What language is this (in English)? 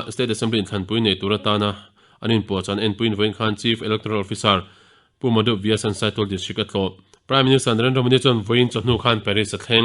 Mizo